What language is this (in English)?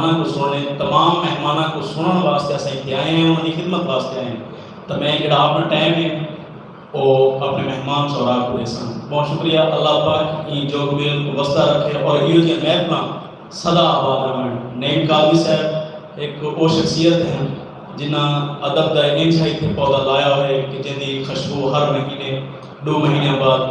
Saraiki